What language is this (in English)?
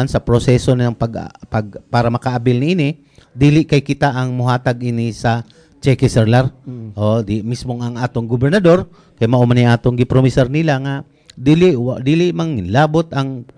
Cebuano